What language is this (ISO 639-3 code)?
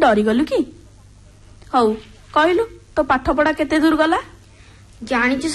ori